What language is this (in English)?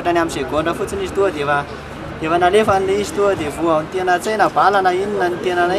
Malagasy